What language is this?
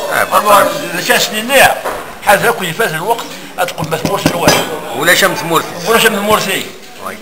Kabyle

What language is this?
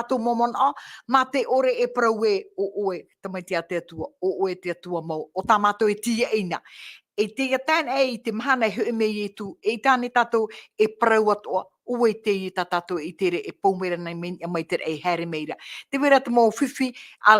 Tahitian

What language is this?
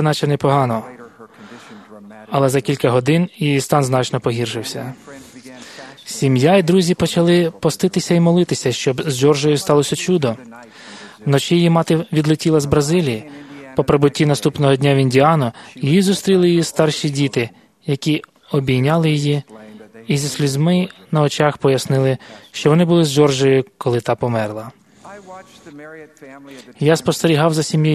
Ukrainian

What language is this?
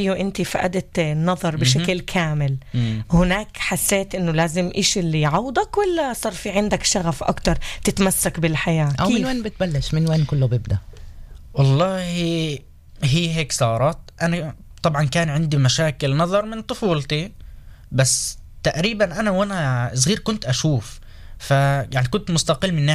North Levantine Arabic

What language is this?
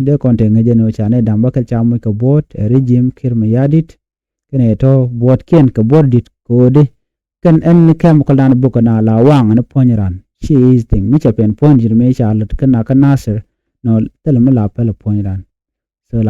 Nuer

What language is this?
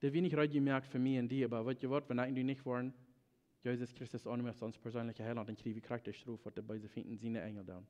Plautdietsch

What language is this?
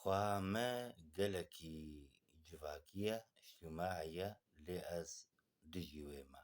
Kurdish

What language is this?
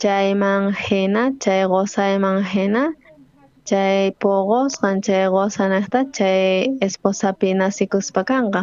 South Bolivian Quechua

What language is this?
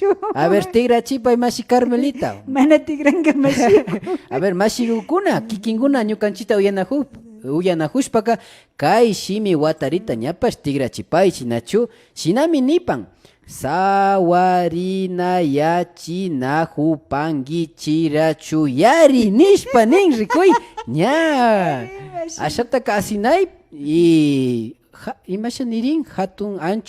Imbabura Highland Quichua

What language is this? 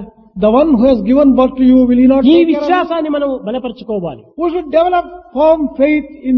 Telugu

